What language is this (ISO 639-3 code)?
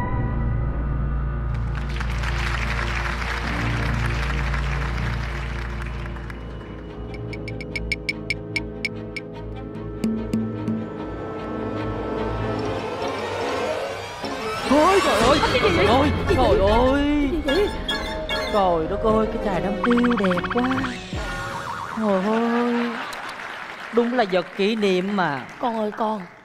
vie